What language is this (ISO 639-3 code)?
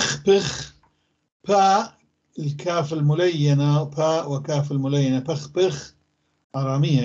apc